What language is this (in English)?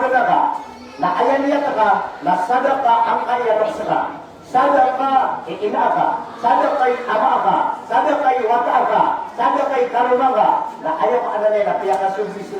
Maranao